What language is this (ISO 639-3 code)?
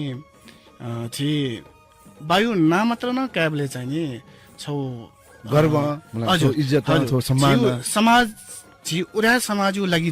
new